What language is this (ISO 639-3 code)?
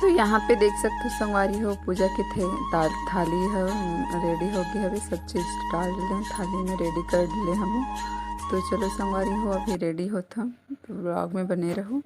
hne